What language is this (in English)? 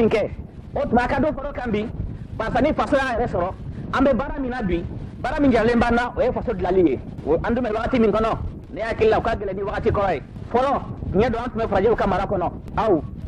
Bambara